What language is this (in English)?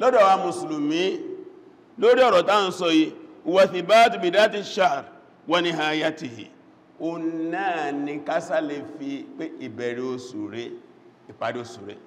Yoruba